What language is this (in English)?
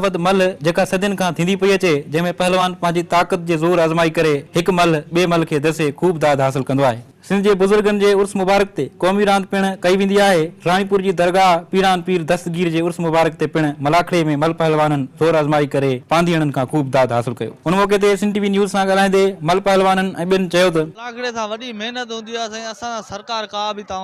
Sindhi